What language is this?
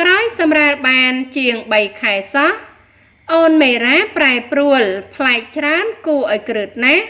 Khmer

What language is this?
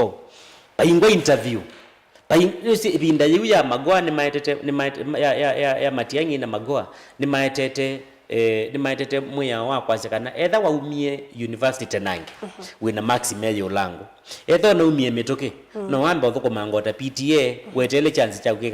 Kamba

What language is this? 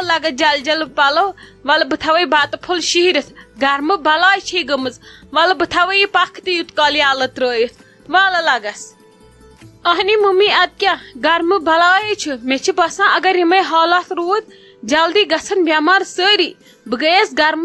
Kashmiri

